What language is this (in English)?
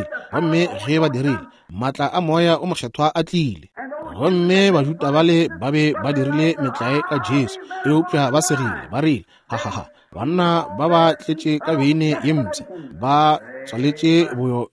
Northern Sotho